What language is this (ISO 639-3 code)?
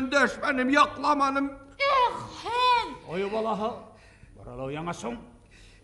bak